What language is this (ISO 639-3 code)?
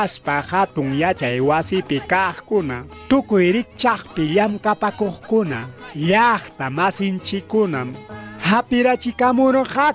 quy